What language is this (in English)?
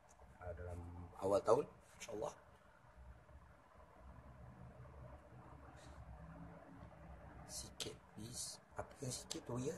Malay